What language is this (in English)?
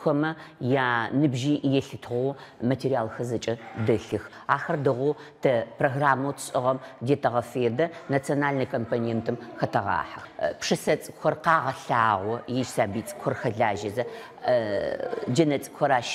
Adyghe